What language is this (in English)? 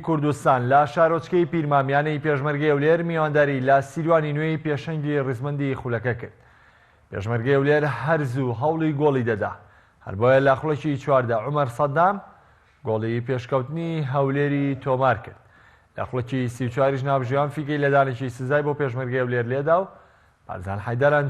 Central Kurdish